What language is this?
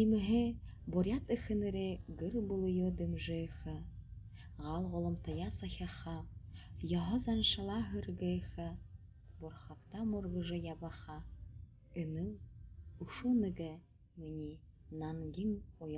Buriat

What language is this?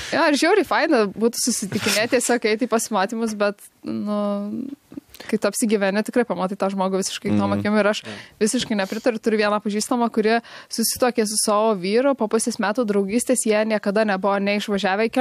Lithuanian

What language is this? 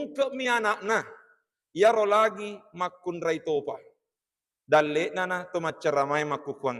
Buginese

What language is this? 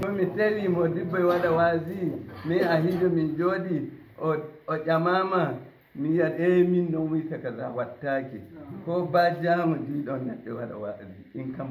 Fula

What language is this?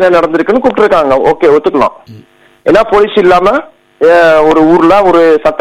Tamil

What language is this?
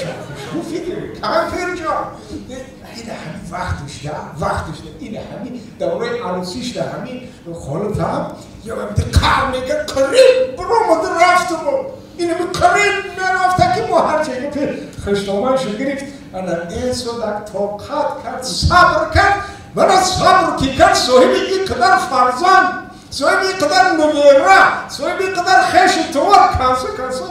Tajik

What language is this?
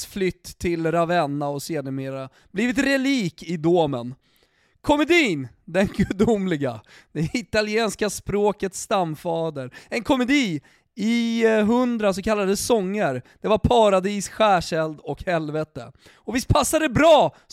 Swedish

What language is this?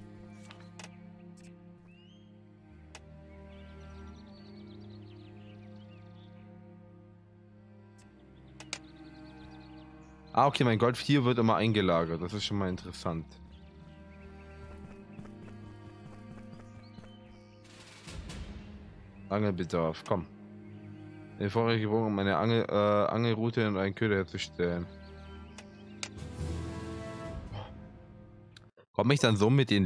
German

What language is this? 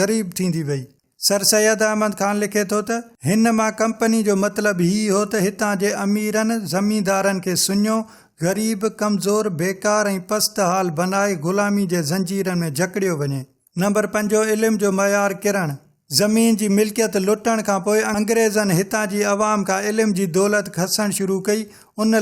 Sindhi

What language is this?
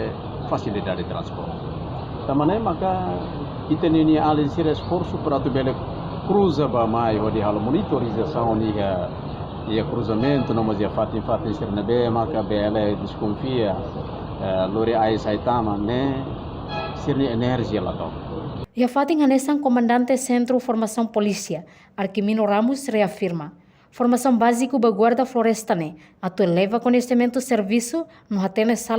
Tetum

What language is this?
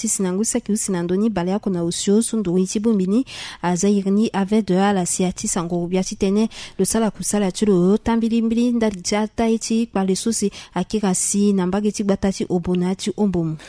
Sango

